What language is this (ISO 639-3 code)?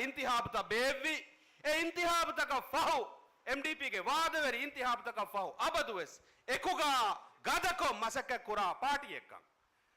div